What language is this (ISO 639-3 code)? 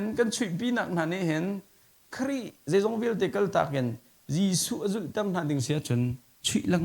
cnh